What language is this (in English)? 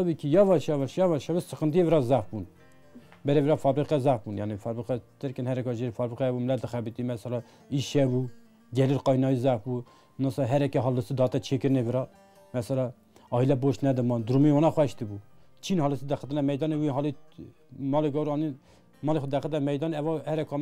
Kurdish